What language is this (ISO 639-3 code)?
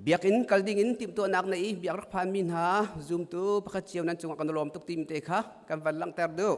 cnh